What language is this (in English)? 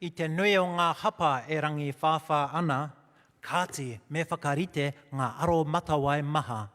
Māori